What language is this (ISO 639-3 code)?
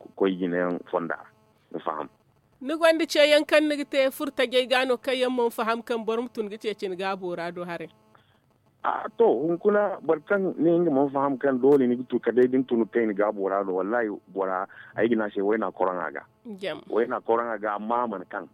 dje